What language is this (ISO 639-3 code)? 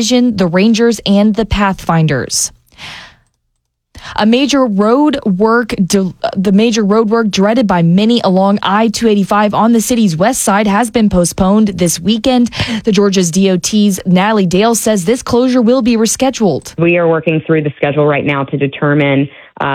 eng